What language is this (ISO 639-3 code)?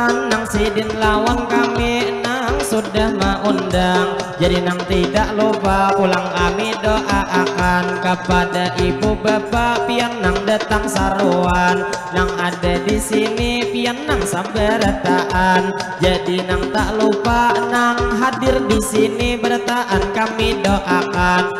bjn